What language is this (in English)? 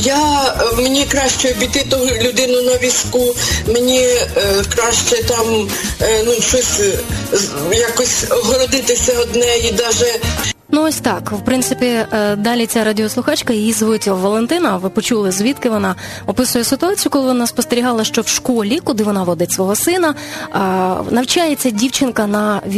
Ukrainian